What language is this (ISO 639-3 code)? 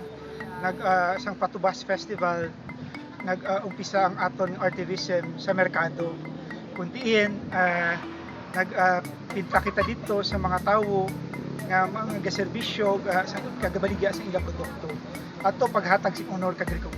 hil